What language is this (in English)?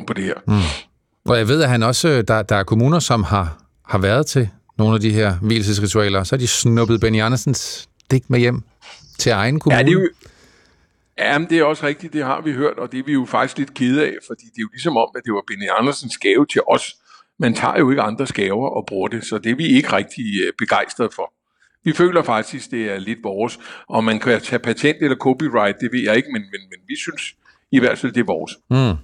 Danish